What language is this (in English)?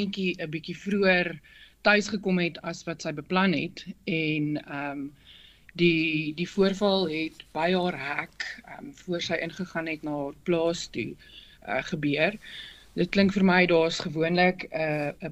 Afrikaans